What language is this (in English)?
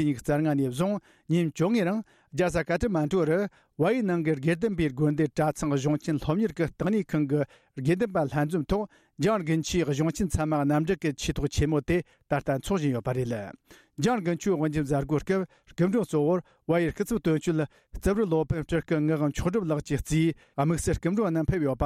Tibetan